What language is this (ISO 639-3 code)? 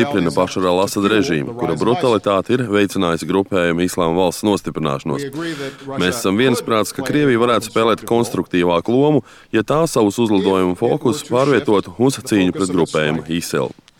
lav